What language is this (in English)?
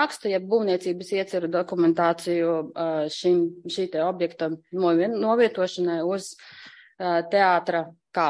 Latvian